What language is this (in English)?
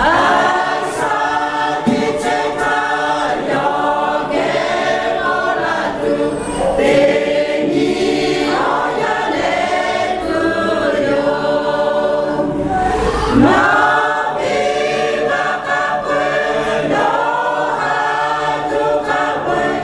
Lahu